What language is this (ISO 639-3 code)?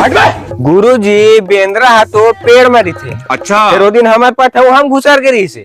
hne